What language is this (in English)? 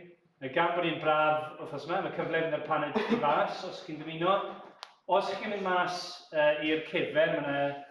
Welsh